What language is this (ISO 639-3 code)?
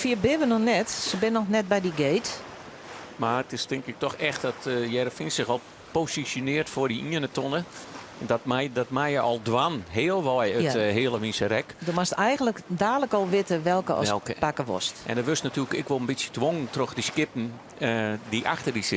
fry